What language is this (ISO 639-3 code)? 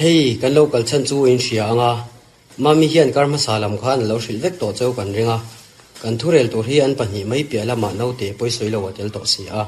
lus